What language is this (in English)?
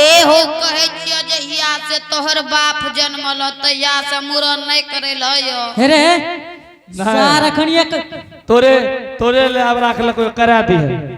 Angika